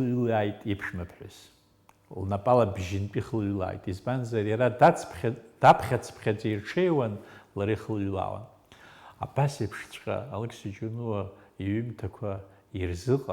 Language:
Abkhazian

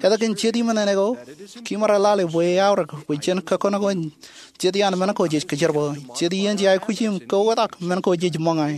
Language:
Marshallese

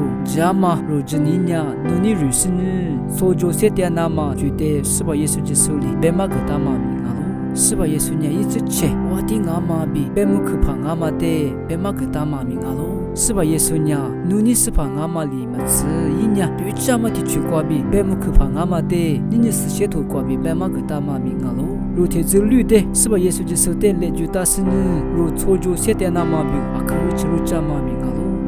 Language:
Lisu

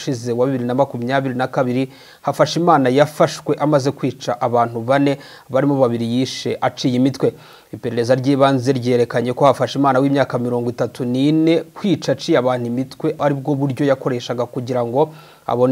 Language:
Kinyarwanda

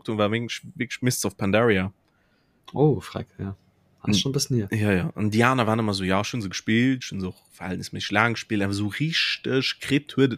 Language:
Luxembourgish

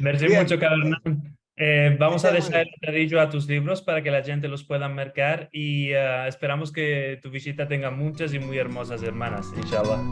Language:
Ladino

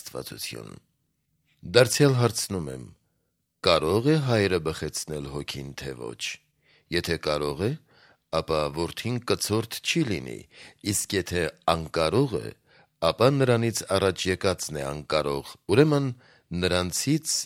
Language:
Armenian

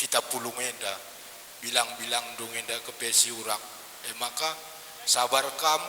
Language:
Batak Karo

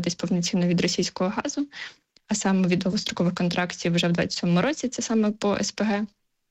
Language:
Ukrainian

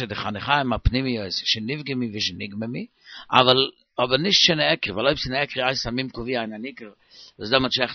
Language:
Yiddish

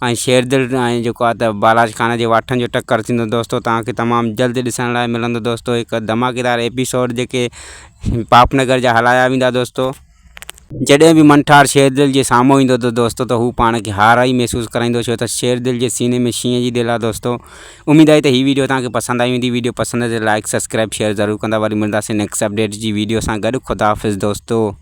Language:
Sindhi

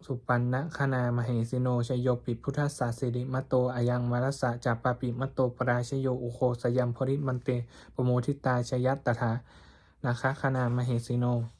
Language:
Pali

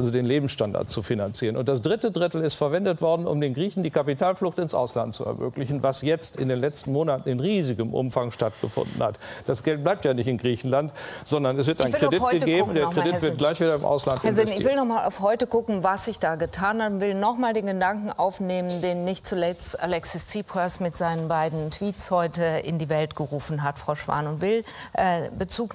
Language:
German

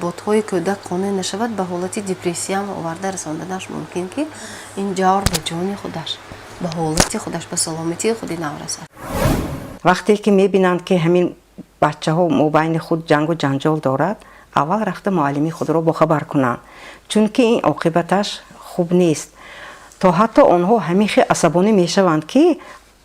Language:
Tajik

